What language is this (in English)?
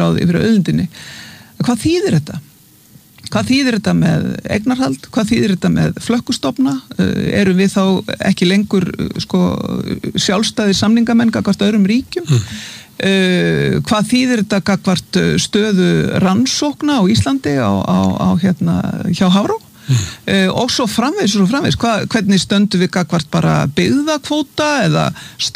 Icelandic